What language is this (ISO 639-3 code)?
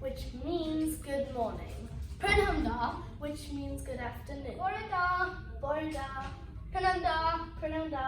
cym